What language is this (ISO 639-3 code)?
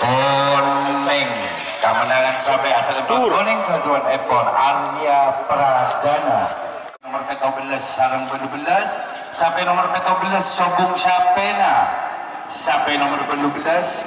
mad